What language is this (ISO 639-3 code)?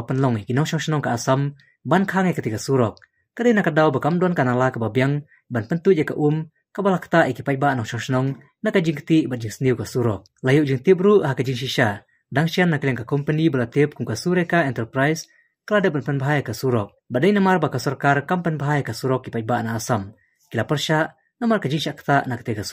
kha